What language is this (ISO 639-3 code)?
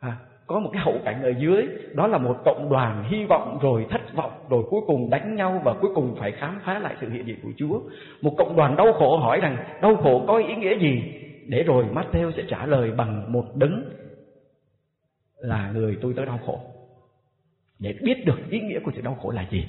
vie